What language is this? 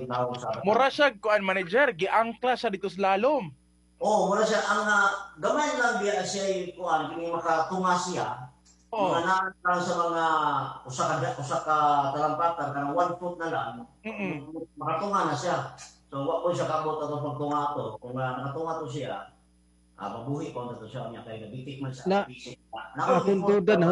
Cebuano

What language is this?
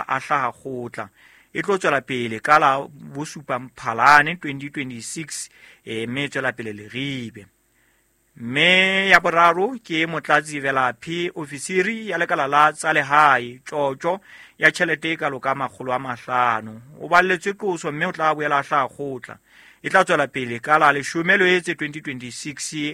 Southern Sotho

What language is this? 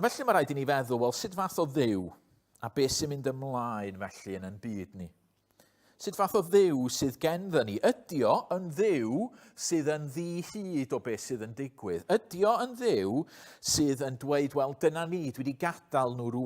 Welsh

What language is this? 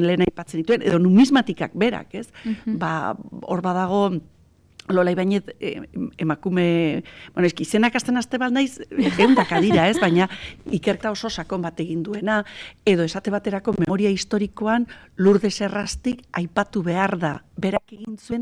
Basque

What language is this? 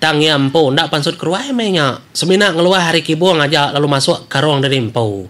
Iban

